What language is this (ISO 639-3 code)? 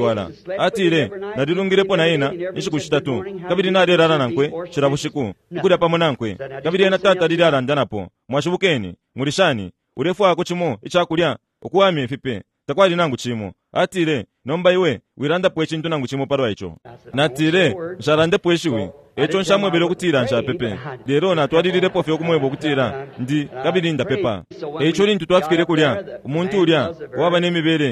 bem